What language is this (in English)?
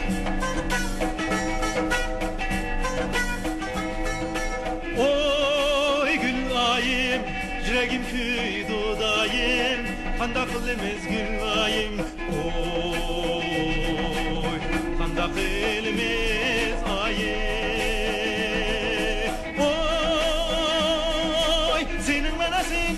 Uyghur